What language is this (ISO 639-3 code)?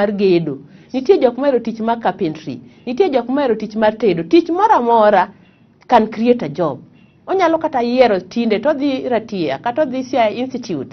luo